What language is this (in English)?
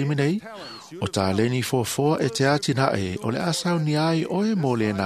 Samoan